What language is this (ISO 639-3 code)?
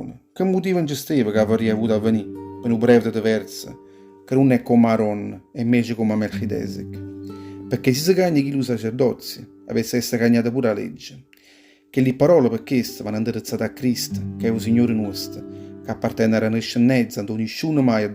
nap